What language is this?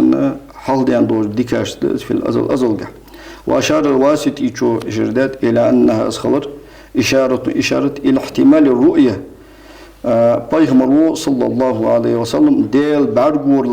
Ingush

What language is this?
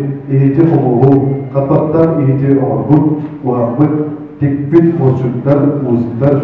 Yakut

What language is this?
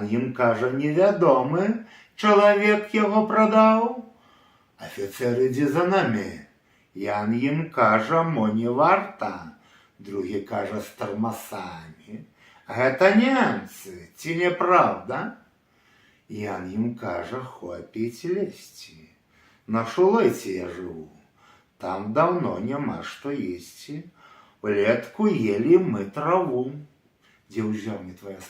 Belarusian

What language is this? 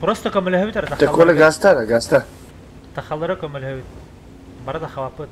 Yakut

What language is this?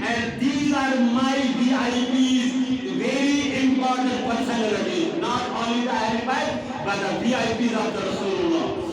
Kashmiri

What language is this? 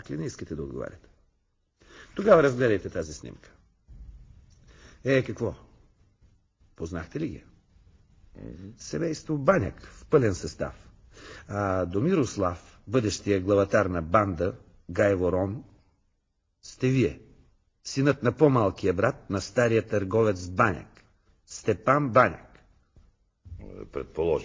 Bulgarian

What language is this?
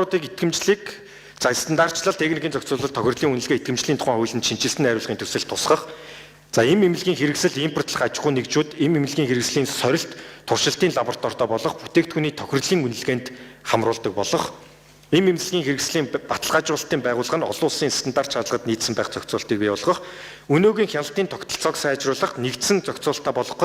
Mongolian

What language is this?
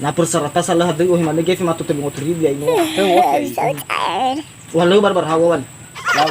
Nias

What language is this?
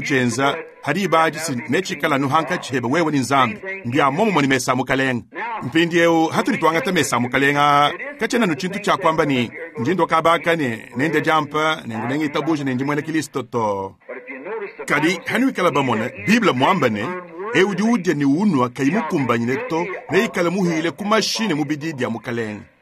Luba-Lulua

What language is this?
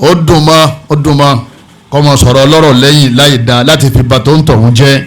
Yoruba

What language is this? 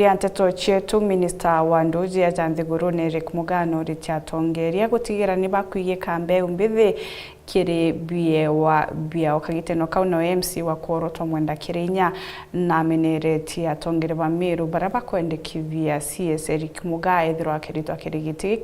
Meru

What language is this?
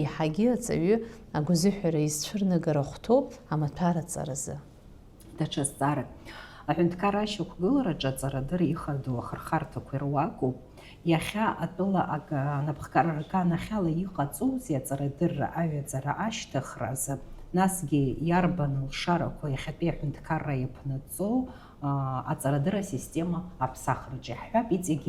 Abkhazian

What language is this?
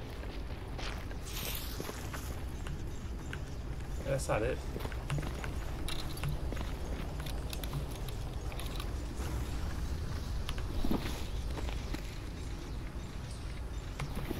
English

